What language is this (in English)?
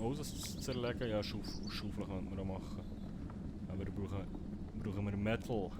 Swiss German